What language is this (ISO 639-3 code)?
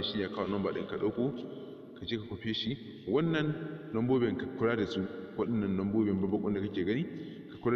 hau